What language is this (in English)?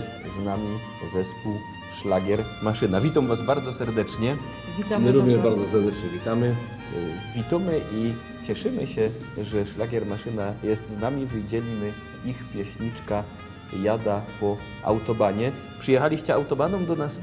Silesian